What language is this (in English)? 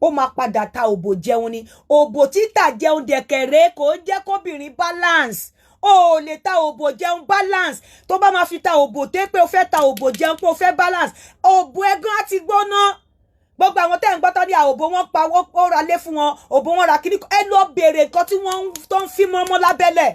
Yoruba